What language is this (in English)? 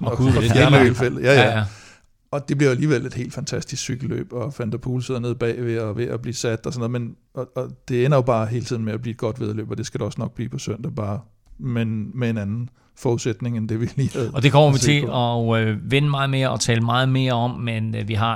Danish